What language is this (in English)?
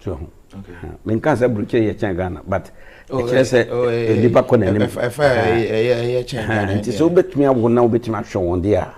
Akan